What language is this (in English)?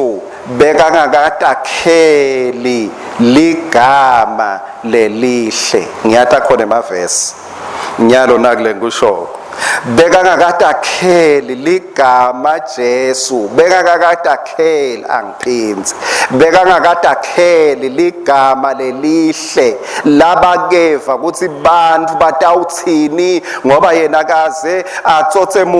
Swati